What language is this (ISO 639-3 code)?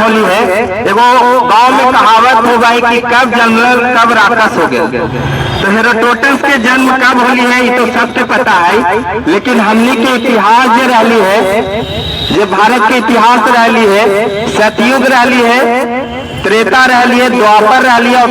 mag